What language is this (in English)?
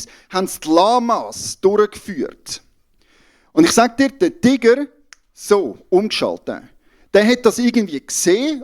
Swiss German